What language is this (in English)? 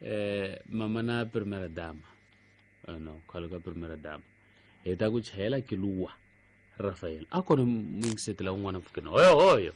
Tsonga